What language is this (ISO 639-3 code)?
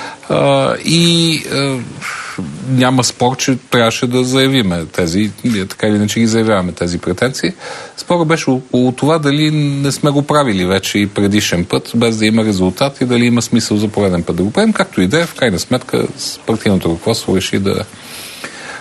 bul